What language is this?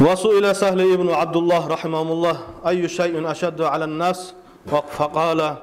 Kumyk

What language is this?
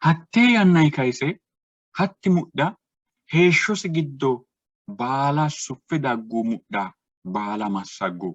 Sidamo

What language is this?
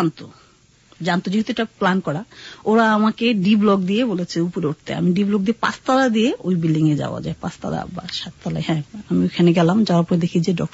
Bangla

